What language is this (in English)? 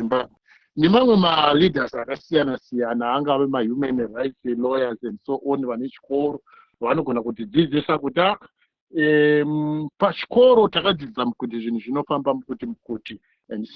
Shona